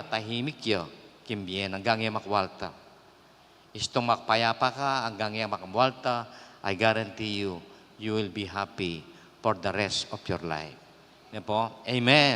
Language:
Pampanga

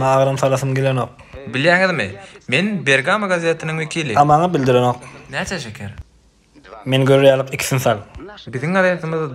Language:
Turkmen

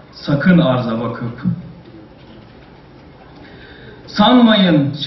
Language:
Turkish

